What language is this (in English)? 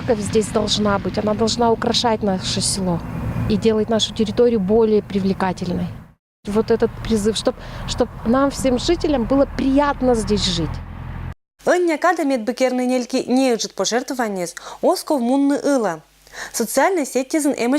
Komi-Permyak